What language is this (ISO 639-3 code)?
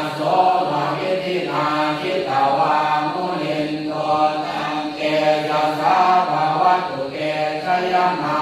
pli